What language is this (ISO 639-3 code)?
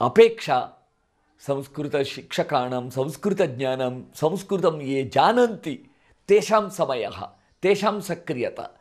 san